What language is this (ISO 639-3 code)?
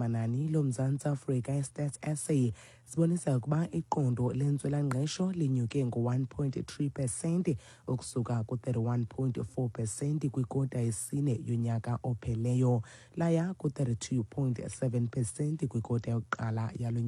xho